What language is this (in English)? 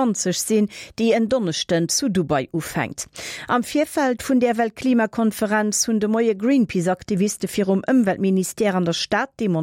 Luxembourgish